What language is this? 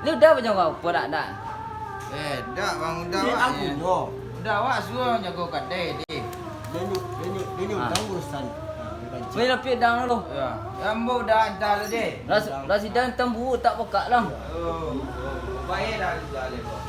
Minangkabau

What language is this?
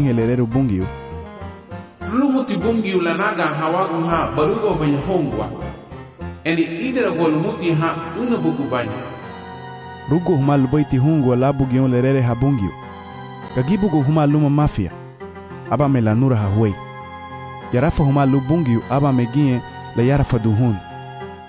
Garifuna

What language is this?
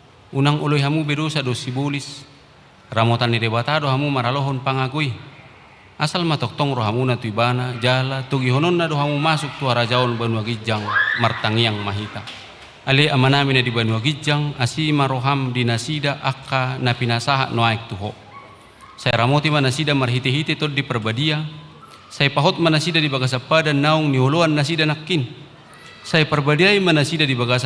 Batak Toba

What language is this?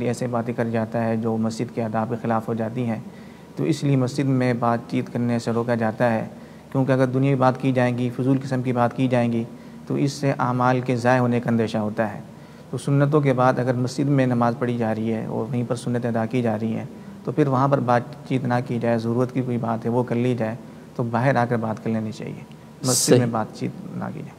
Urdu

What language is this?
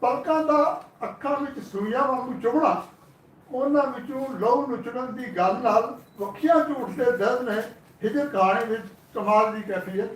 Western Panjabi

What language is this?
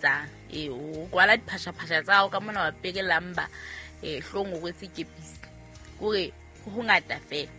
Southern Sotho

